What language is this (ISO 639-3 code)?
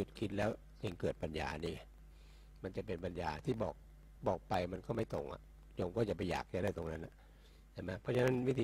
tha